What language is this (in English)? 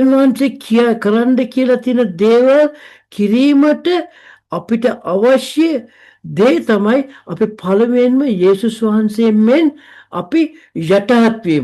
Sinhala